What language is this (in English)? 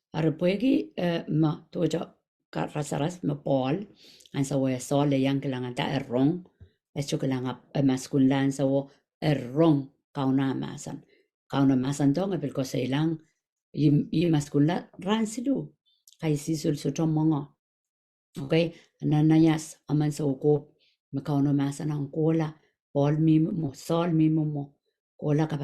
Pohnpeian